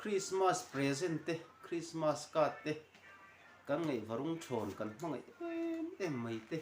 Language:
Mizo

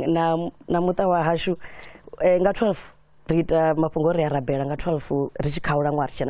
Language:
Venda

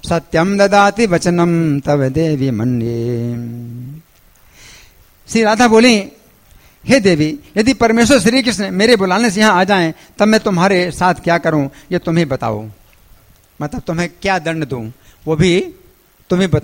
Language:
Hindi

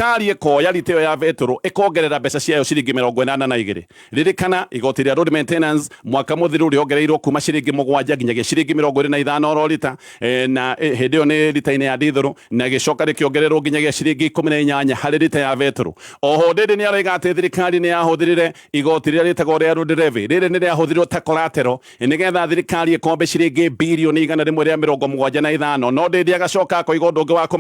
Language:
Kikuyu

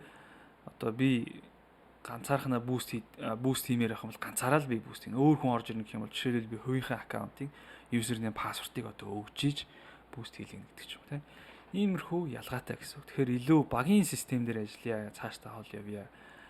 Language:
Mongolian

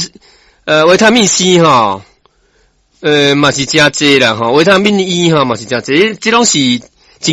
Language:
Min Nan Chinese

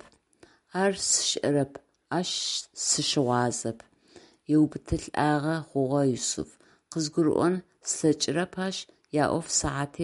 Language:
Adyghe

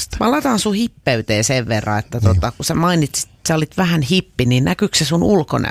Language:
Finnish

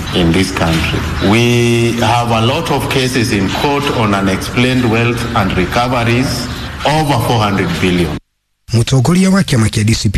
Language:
Kikuyu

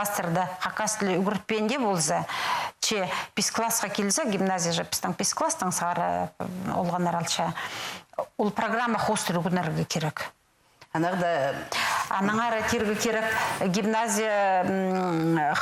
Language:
Khakas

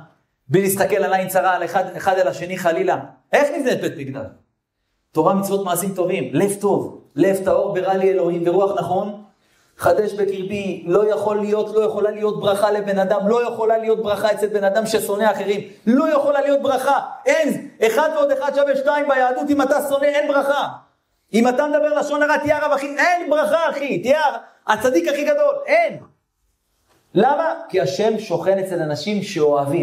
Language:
Hebrew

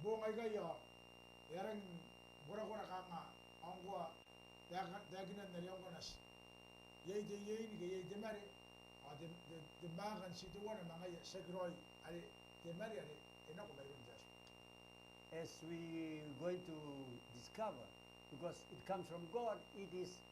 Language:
Gilbertese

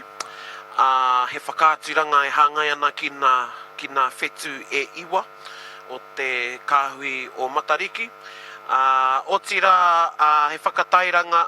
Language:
Māori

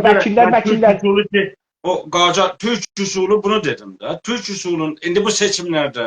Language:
South Azerbaijani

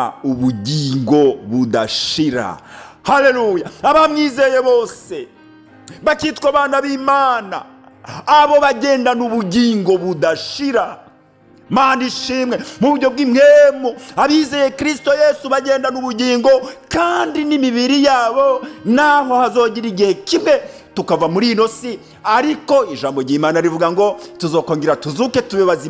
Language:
Rundi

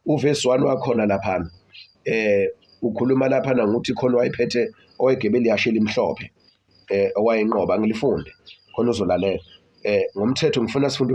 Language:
Zulu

